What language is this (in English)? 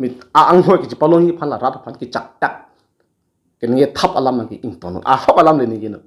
Karbi